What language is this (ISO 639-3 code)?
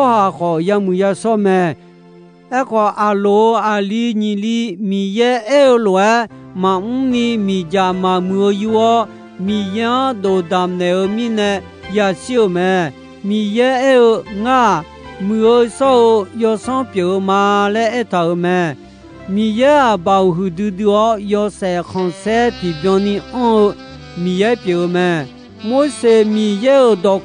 ahk